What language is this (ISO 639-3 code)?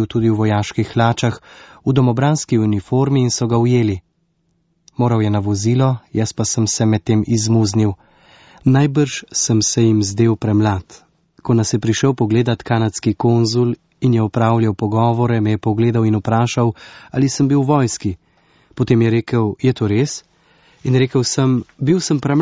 slv